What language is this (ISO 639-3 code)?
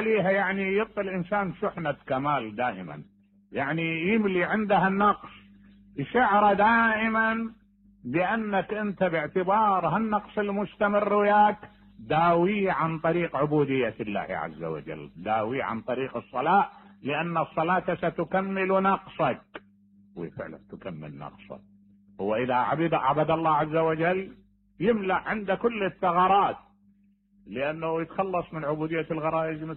acm